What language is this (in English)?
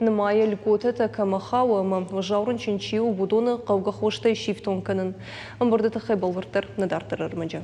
Ossetic